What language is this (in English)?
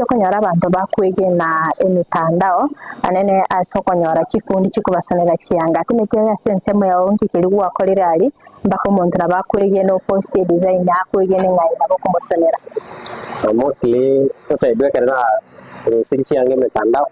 Gusii